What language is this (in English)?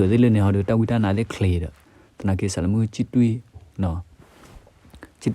S'gaw Karen